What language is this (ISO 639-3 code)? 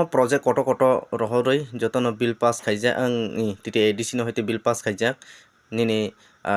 trp